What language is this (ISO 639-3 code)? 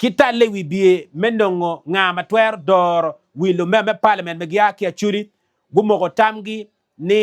ach